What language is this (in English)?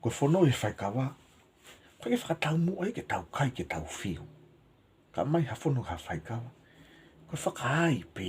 Tongan